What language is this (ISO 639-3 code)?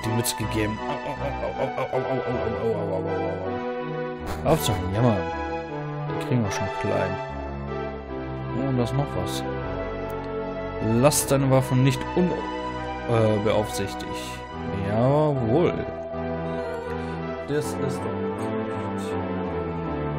deu